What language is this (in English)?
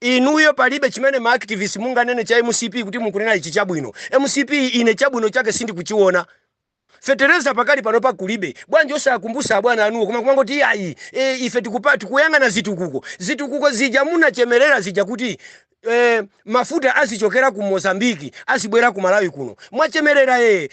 Nyanja